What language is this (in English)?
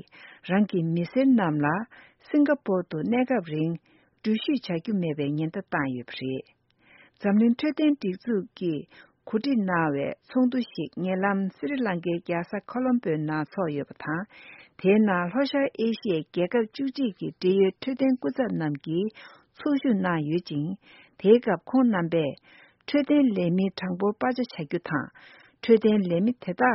Tibetan